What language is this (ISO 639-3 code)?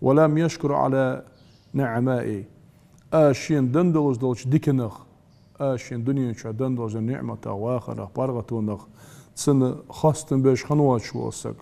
inh